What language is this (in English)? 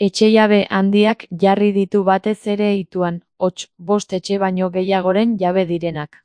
Basque